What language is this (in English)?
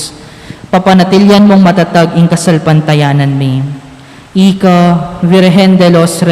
Pampanga